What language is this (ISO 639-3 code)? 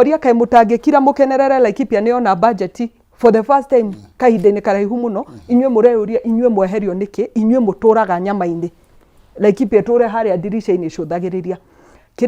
kik